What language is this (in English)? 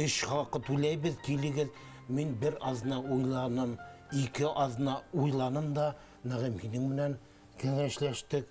Bashkir